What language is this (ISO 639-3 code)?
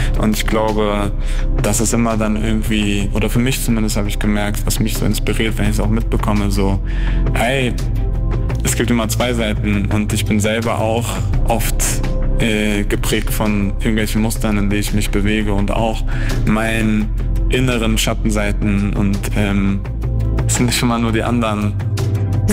deu